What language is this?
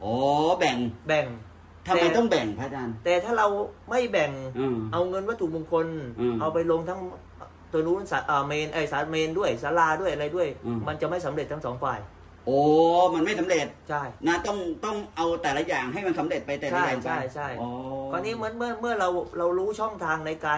Thai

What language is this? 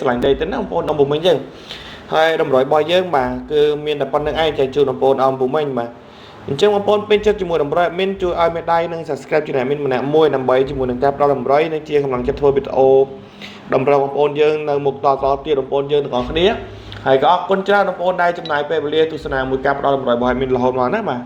Khmer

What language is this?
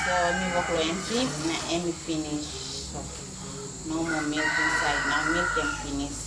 Tok Pisin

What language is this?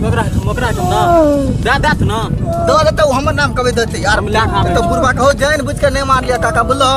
Maithili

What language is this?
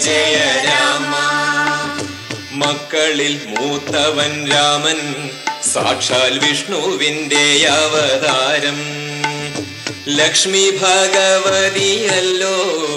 Malayalam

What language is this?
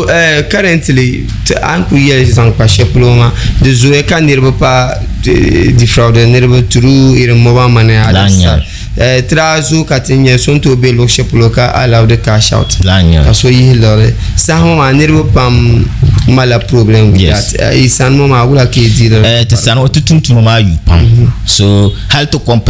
Dagbani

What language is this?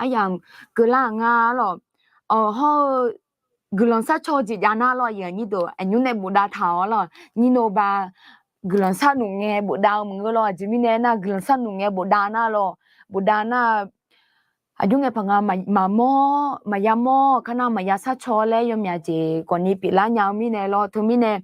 Akha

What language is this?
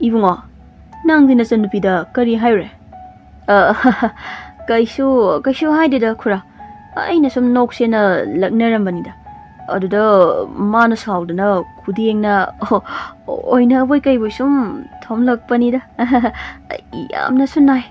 Manipuri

